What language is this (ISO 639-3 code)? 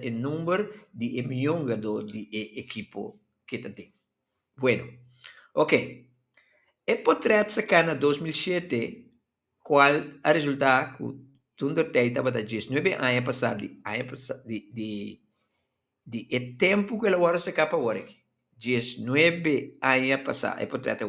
pap